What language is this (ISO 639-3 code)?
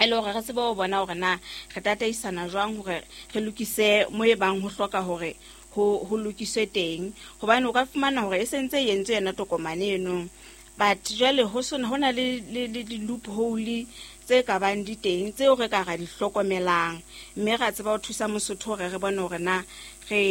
sot